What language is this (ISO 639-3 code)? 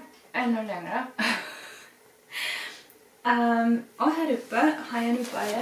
swe